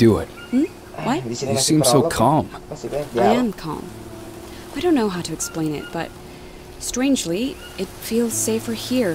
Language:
Indonesian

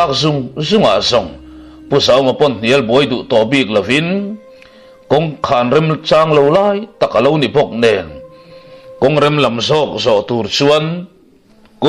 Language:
Mizo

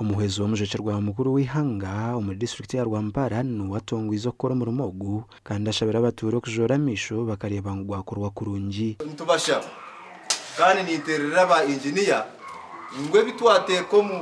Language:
Nyankole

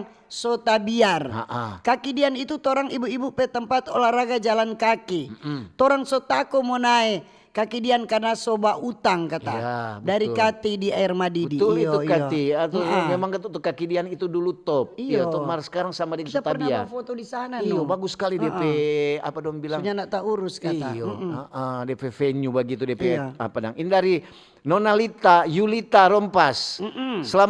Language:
Manado Malay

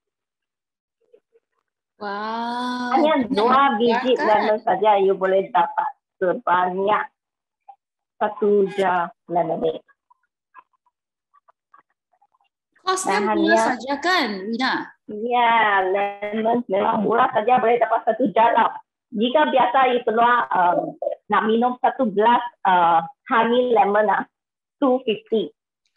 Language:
Malay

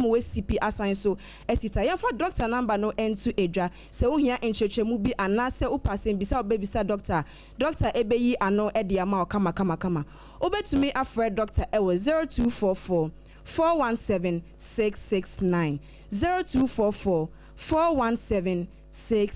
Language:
Akan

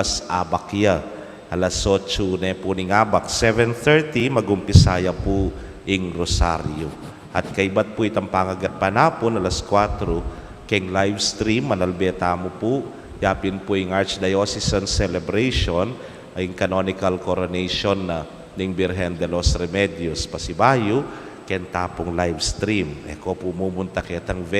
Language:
Pampanga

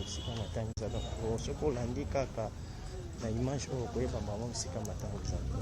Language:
Lingala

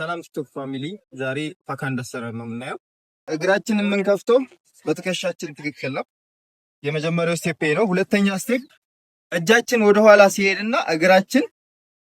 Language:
Amharic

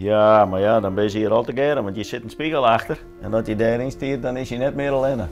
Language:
Western Frisian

